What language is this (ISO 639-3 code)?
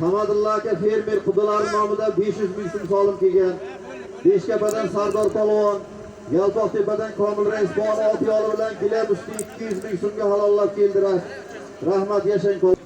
uzb